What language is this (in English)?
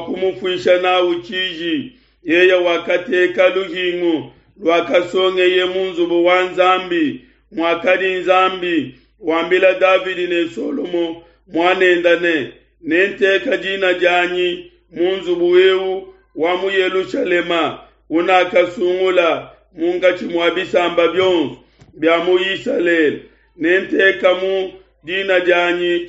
Luba-Lulua